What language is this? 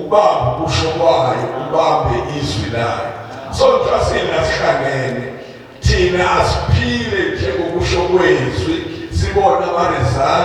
Zulu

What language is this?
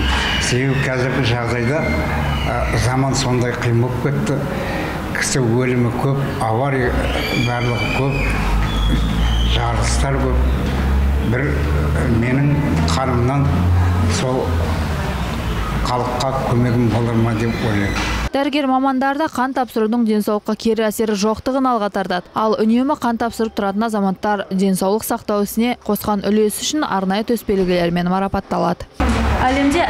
Kazakh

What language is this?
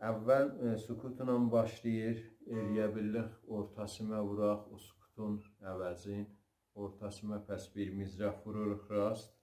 South Azerbaijani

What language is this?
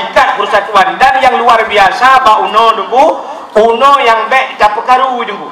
Achinese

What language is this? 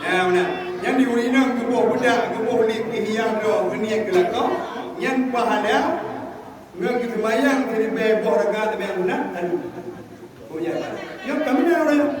Achinese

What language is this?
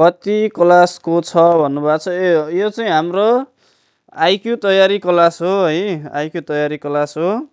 Nepali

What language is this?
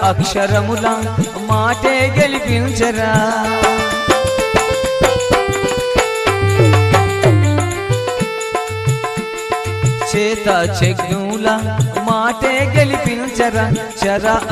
Telugu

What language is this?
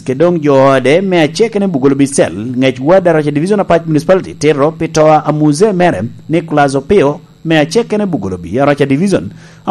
Lango (Uganda)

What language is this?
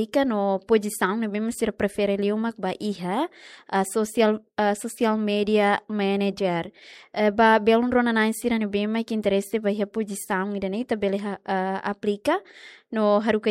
Tetum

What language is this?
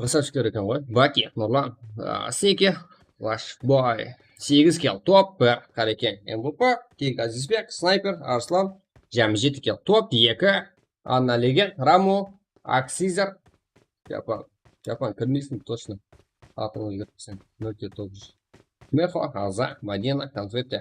Kara-Kalpak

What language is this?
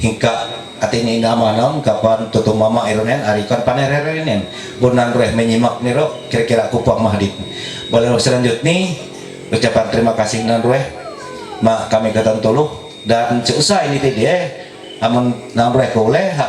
Ma'anyan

